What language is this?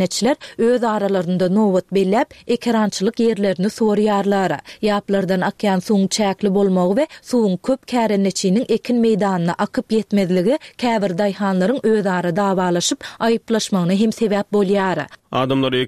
Turkmen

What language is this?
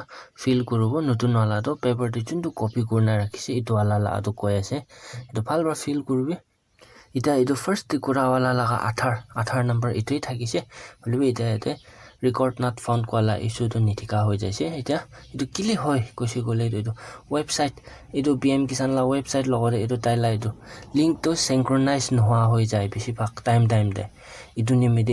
Naga Pidgin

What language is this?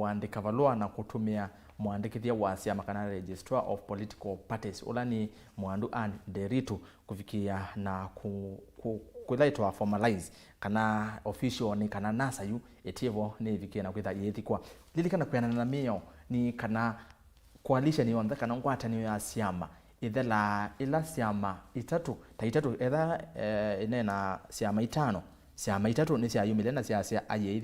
Kamba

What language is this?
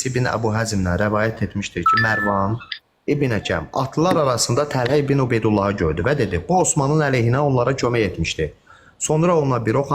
Azerbaijani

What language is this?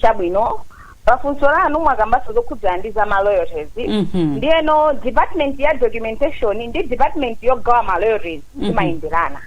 Nyanja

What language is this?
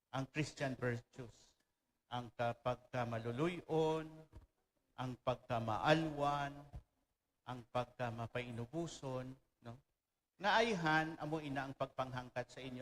Hiligaynon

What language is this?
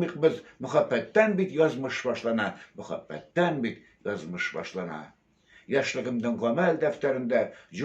Tatar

